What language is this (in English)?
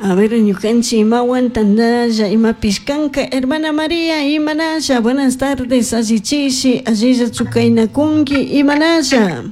Chimborazo Highland Quichua